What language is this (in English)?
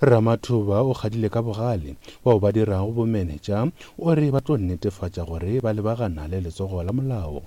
Northern Sotho